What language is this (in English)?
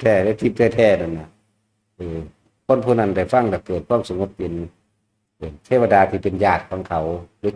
Northeastern Thai